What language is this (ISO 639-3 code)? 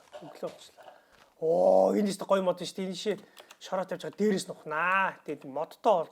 mon